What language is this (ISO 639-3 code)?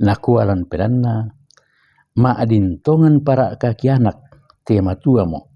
sda